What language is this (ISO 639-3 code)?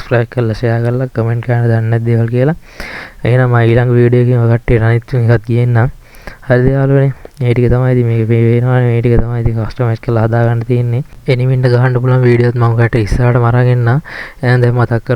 sin